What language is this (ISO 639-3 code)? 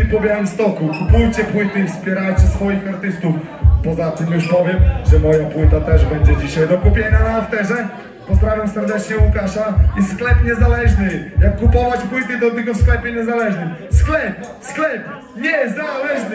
pol